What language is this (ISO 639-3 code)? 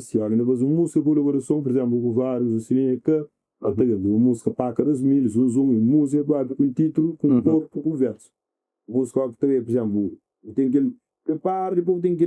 kea